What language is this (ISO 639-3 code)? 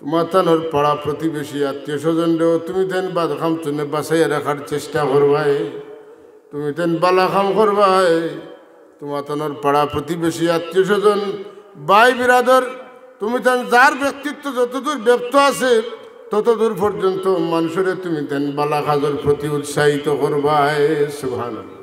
syl